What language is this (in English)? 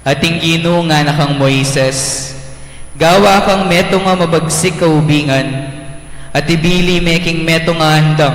Pampanga